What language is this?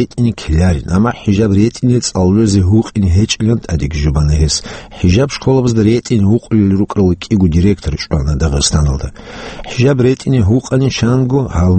Avaric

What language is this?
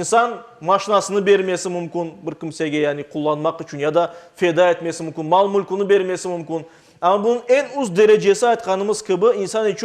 Crimean Tatar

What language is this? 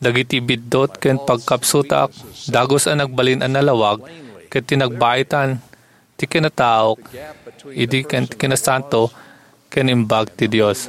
Iloko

